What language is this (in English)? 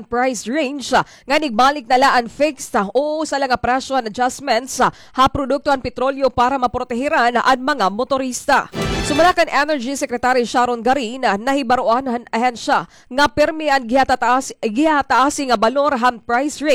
Waray